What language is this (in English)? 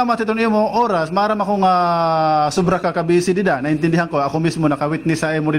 Waray